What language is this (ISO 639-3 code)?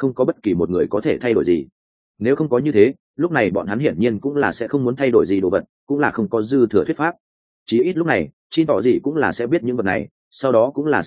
vie